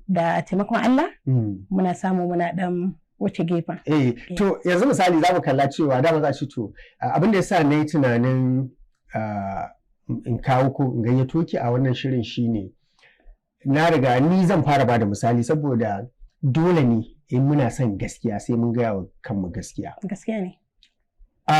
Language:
Hausa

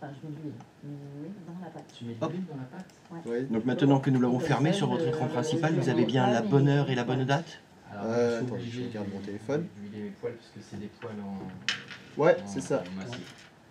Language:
French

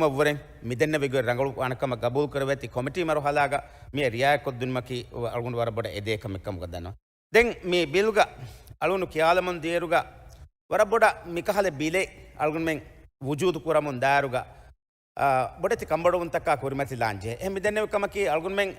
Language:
Divehi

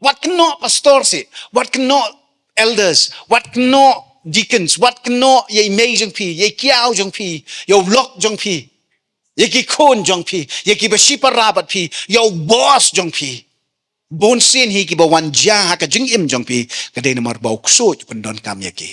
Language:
Khasi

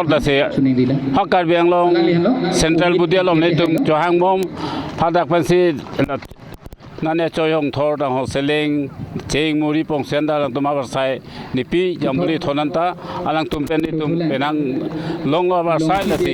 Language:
Karbi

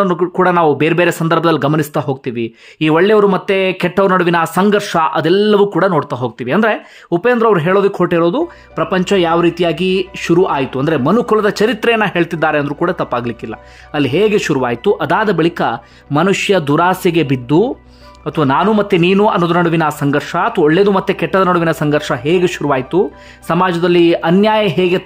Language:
Kannada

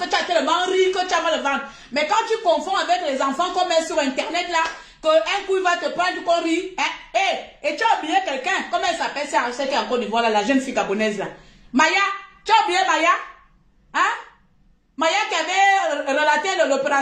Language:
French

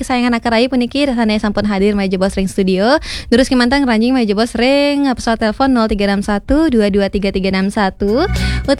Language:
Balinese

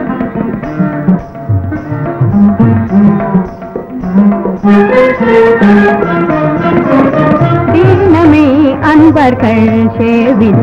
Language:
Tamil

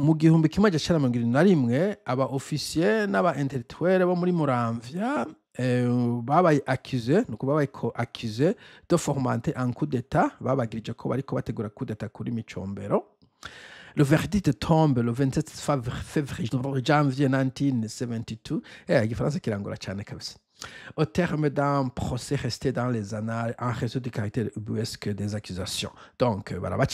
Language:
Rundi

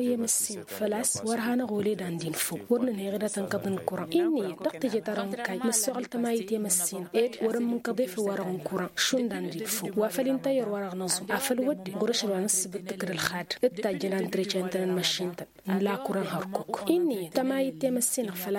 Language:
Tamasheq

